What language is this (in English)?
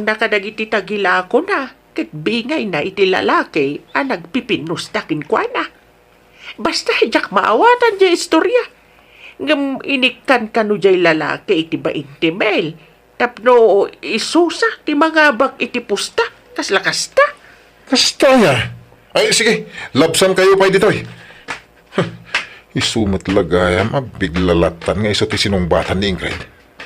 Iloko